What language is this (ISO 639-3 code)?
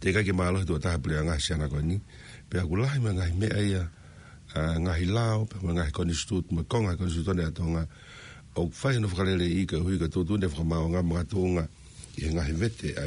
ton